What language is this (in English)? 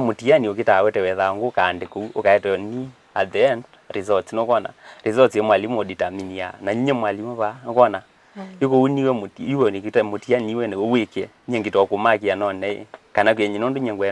Kamba